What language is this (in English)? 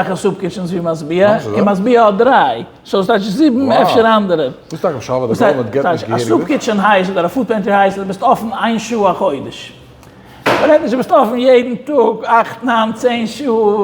Yiddish